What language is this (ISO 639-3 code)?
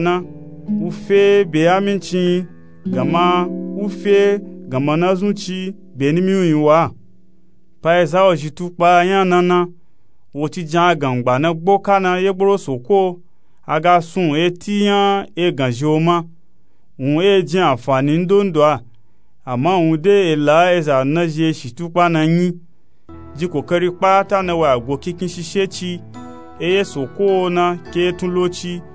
nup